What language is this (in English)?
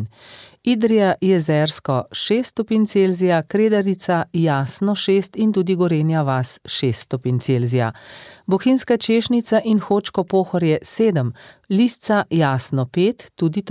Slovenian